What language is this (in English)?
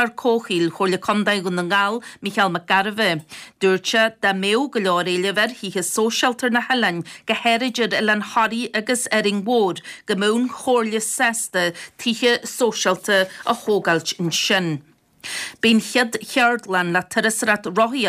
Irish